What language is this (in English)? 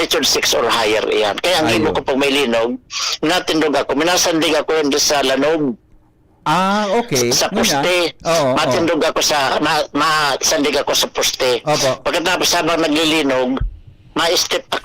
Bikol